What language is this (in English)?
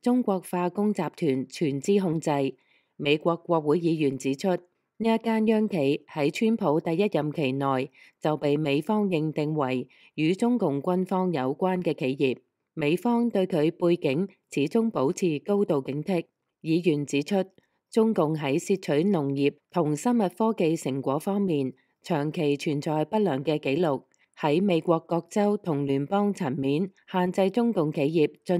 Cantonese